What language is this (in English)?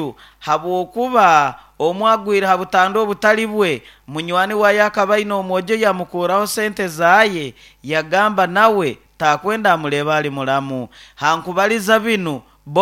Nyoro